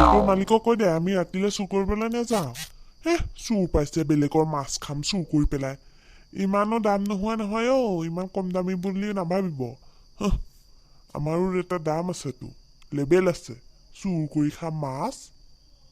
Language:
Assamese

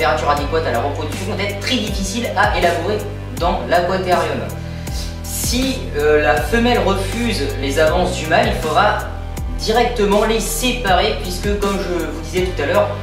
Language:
French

